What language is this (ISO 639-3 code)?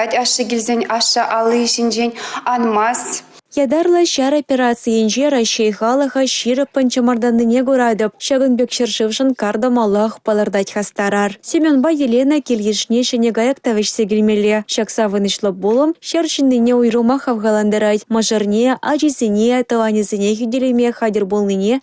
chv